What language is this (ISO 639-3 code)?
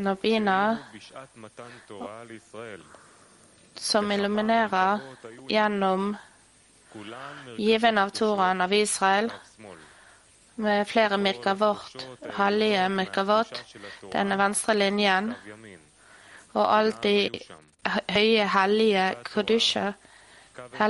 nor